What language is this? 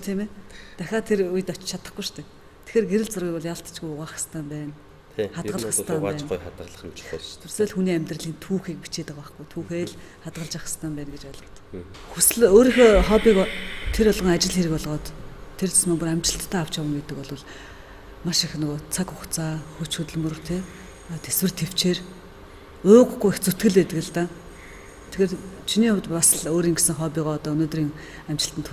Mongolian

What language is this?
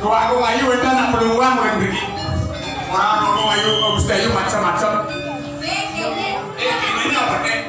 Balinese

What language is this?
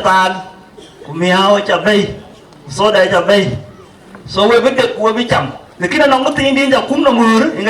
Dinka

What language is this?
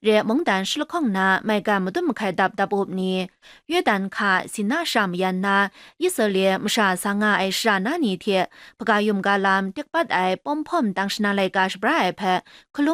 Kachin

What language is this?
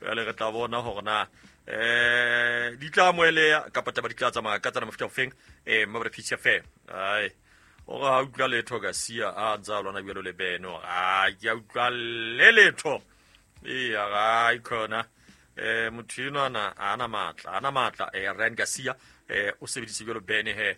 Southern Sotho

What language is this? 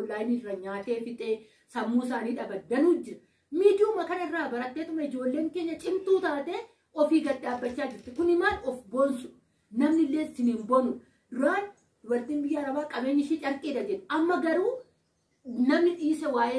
Oromo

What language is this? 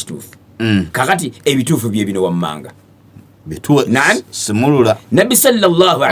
Ganda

